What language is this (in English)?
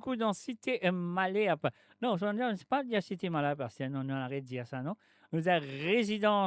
Morisyen